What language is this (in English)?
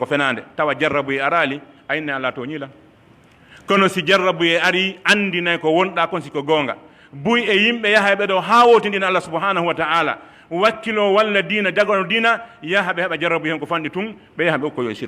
Pular